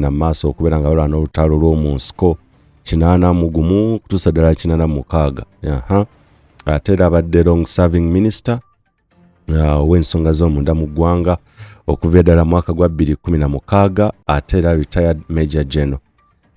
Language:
Ganda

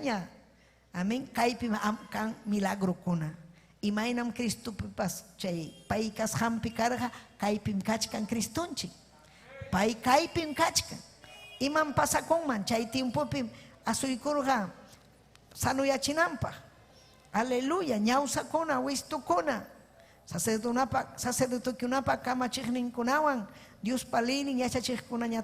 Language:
Ayacucho Quechua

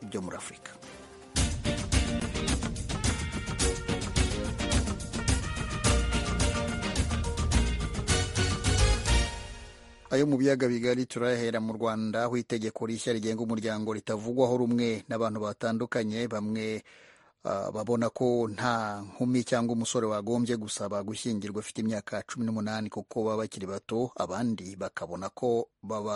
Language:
Kinyarwanda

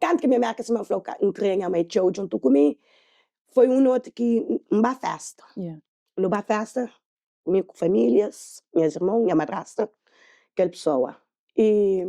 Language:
Kabuverdianu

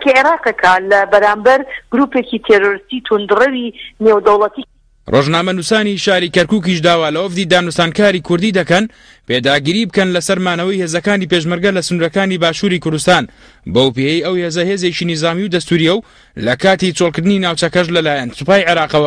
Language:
Central Kurdish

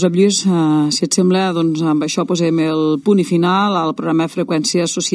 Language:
Catalan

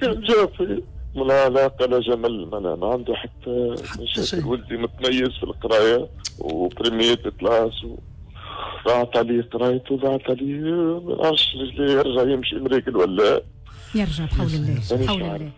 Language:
Tunisian Arabic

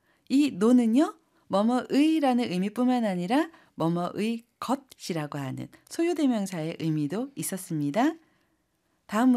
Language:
Korean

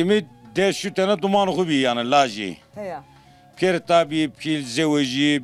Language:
Zaza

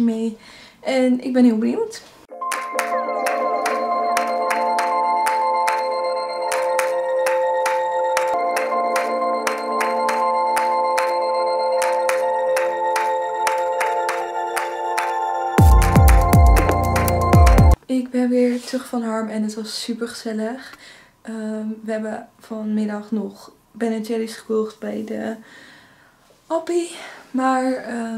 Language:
Dutch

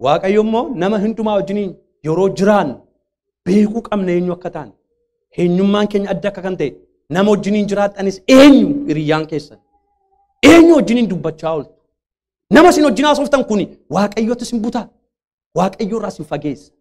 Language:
Oromo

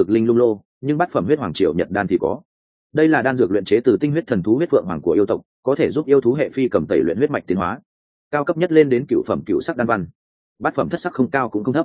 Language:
Vietnamese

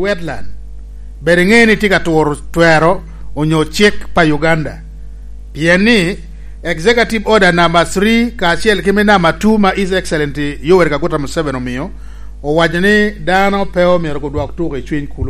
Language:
Lango (Uganda)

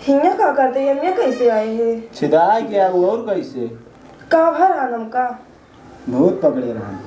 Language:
Awadhi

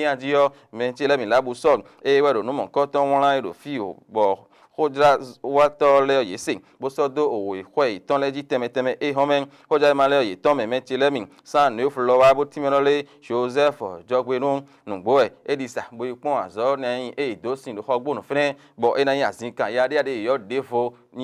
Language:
Fon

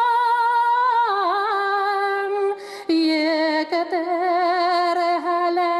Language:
Bashkir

